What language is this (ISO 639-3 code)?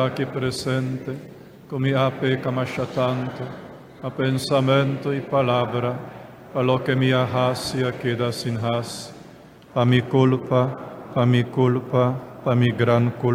pap